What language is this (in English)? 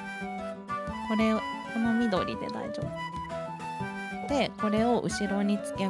Japanese